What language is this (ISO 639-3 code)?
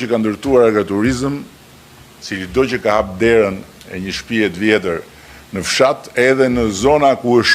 sqi